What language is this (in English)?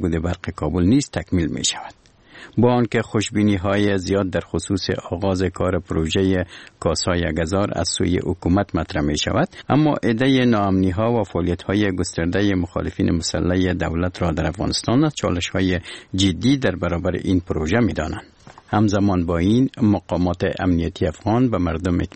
Persian